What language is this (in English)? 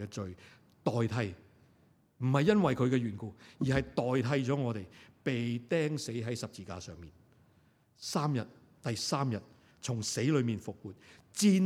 Cantonese